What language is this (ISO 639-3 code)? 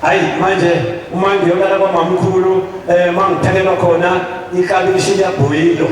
zul